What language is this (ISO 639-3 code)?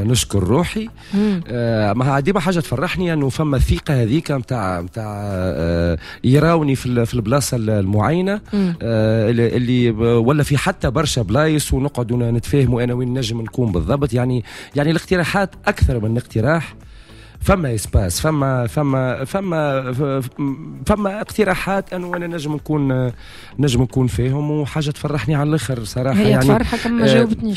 aeb